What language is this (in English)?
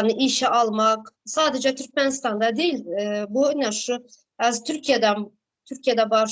Turkmen